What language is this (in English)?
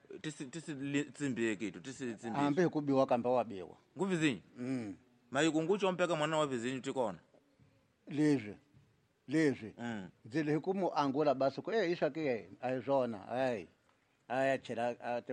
Tsonga